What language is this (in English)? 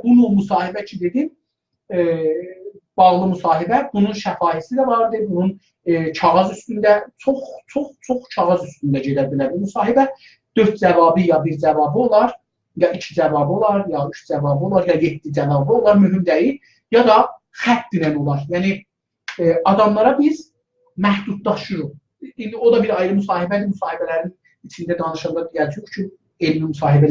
South Azerbaijani